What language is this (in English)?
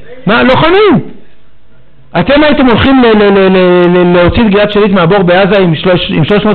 Hebrew